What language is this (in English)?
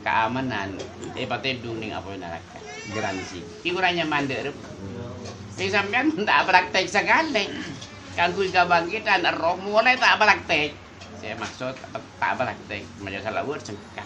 Madurese